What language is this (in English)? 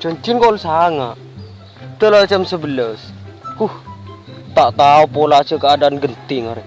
Madurese